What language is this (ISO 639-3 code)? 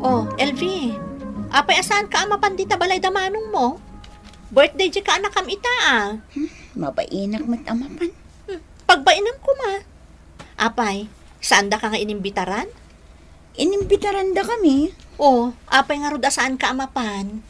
ilo